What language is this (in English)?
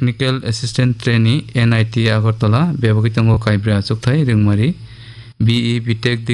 Kok Borok